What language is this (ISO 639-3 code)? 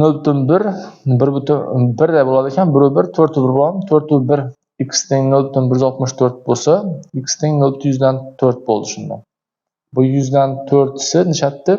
uzb